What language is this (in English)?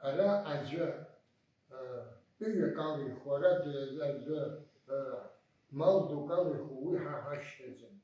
Abkhazian